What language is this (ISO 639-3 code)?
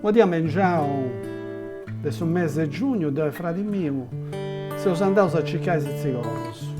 srd